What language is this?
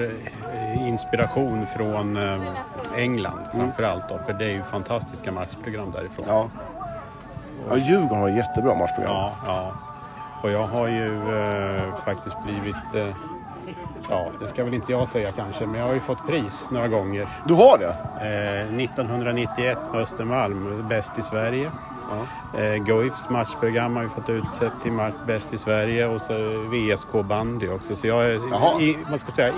Swedish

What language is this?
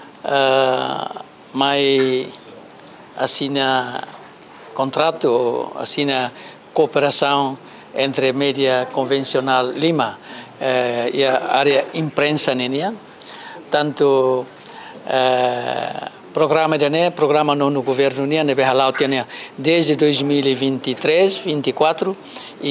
Tetum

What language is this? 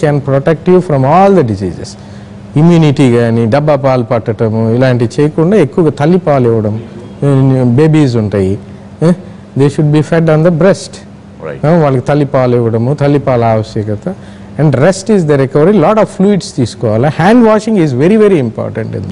Telugu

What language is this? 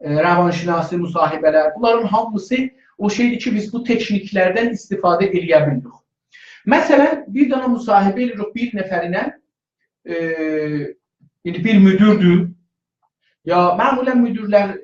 South Azerbaijani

